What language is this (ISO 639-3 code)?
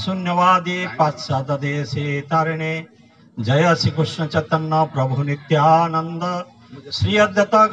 ori